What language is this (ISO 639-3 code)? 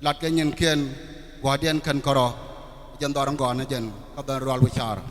nus